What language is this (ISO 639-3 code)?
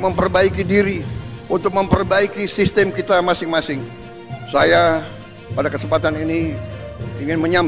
ind